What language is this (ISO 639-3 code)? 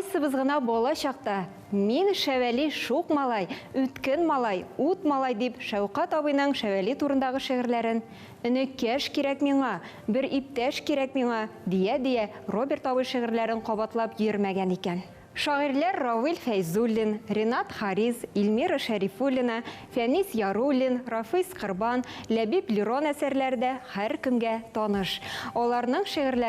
tat